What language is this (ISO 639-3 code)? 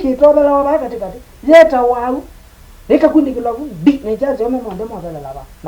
kam